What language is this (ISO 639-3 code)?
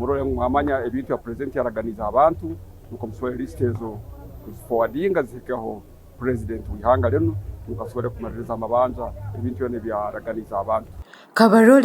nyn